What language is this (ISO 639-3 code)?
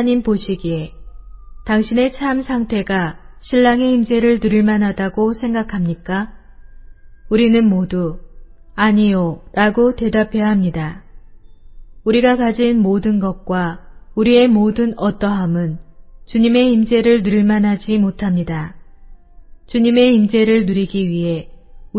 kor